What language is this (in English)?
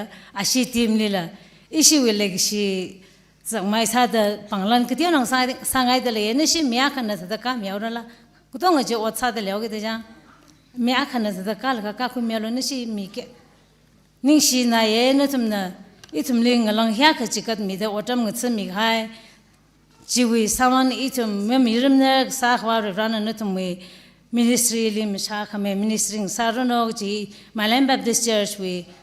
Tangkhul Naga (India)